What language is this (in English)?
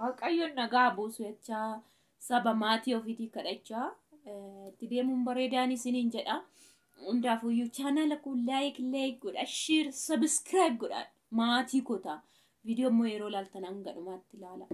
Oromo